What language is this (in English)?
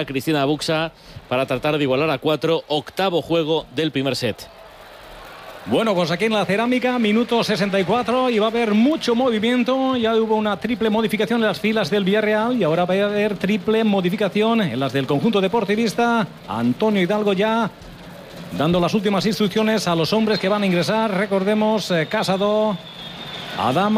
Spanish